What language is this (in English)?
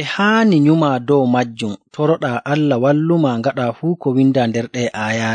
Nigerian Fulfulde